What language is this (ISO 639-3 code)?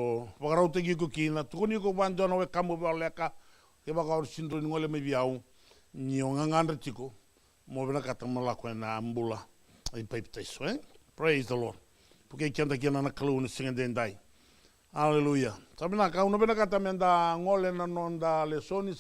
fij